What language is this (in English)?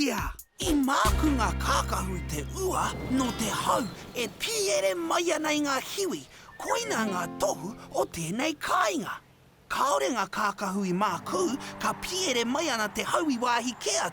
Māori